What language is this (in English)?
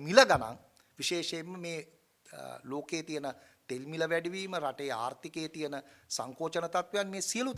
Sinhala